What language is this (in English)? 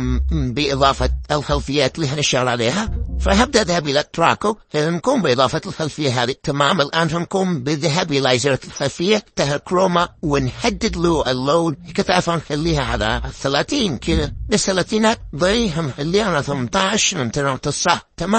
Egyptian Arabic